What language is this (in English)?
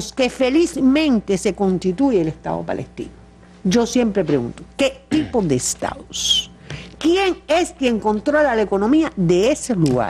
Spanish